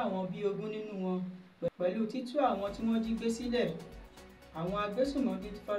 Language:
Yoruba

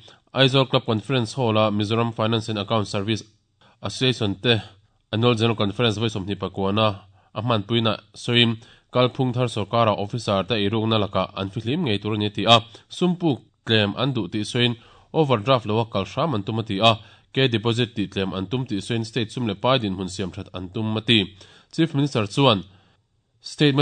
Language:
Mizo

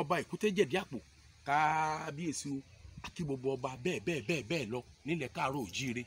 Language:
Yoruba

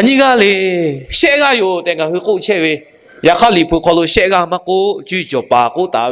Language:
Lahu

